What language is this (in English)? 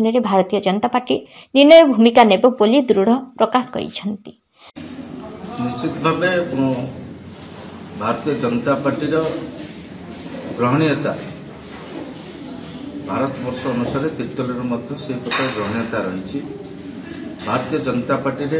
Odia